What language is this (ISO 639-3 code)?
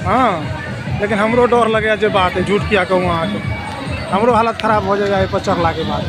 mai